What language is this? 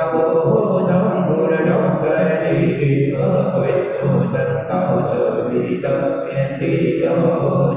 Chinese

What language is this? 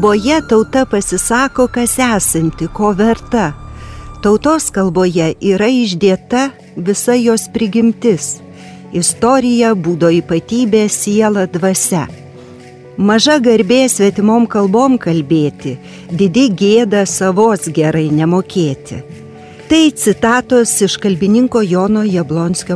Lithuanian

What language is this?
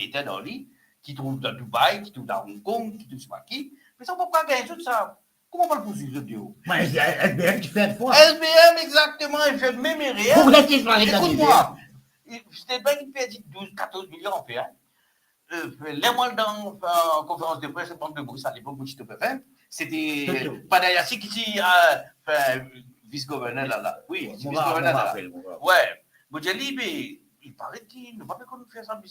Morisyen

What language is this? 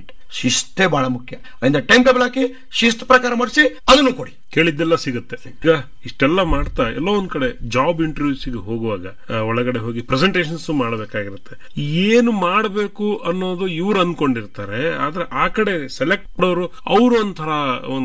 Kannada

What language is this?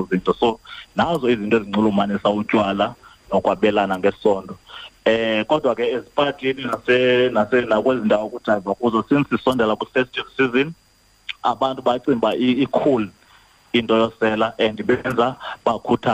Xhosa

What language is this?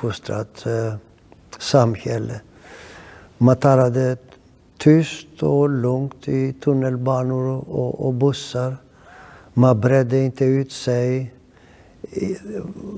Swedish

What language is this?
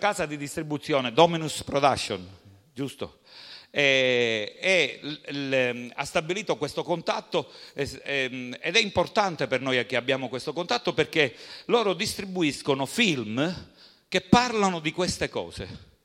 Italian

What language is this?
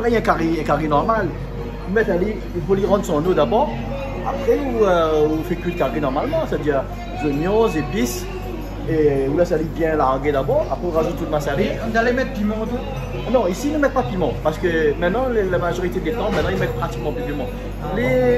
Réunion Creole French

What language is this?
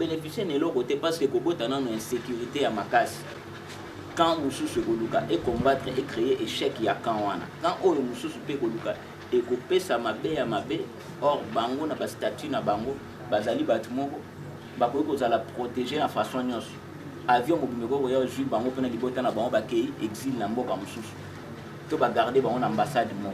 Lingala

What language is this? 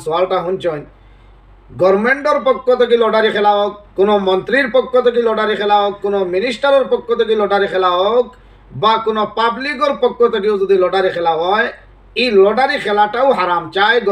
Sylheti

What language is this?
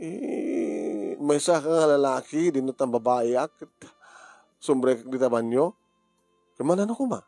Iloko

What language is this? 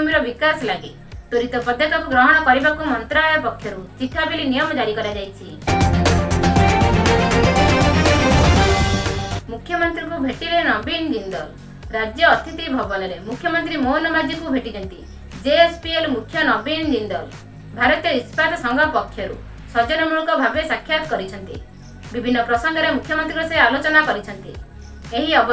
Odia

